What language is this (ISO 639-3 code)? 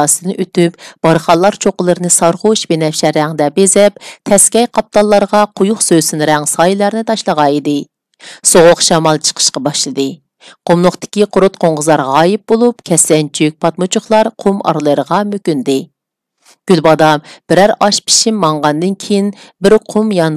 uig